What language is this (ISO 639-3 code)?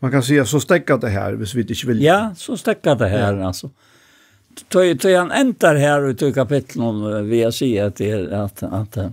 fao